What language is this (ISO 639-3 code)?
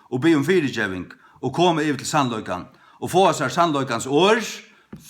fao